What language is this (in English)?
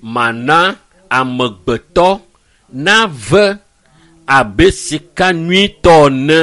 Ewe